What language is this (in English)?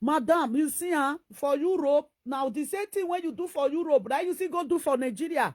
Nigerian Pidgin